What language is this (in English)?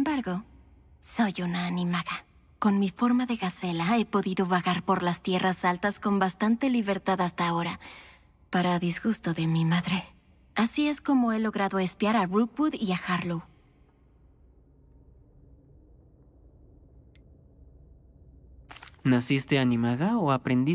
Spanish